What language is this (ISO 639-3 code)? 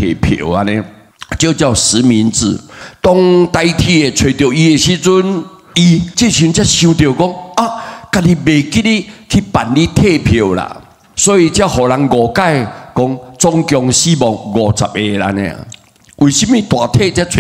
nan